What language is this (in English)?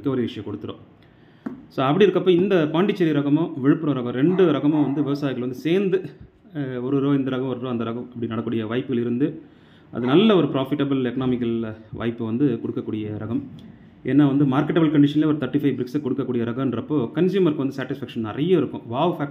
Tamil